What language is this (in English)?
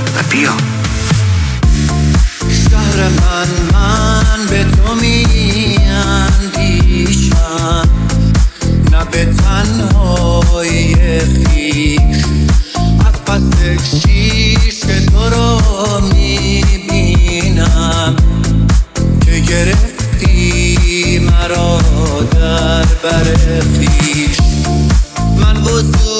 Persian